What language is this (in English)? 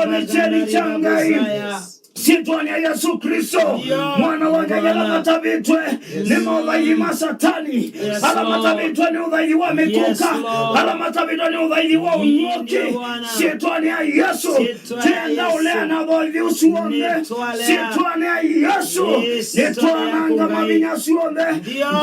Kamba